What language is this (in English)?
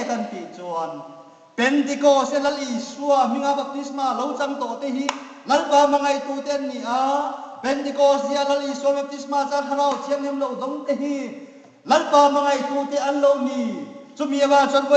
Hmar